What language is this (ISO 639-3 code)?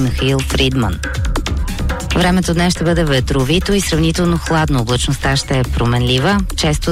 bul